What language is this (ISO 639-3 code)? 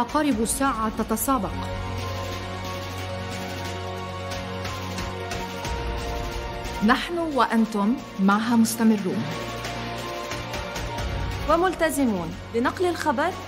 ara